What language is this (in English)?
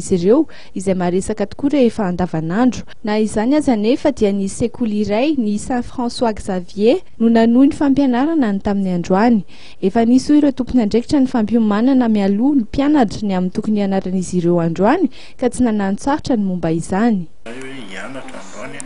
Malagasy